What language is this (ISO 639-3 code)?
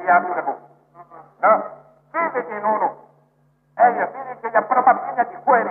mya